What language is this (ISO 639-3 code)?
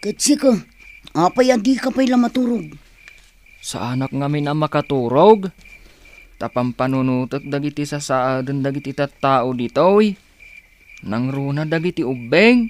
ilo